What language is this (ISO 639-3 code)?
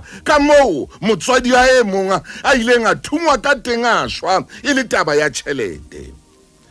sot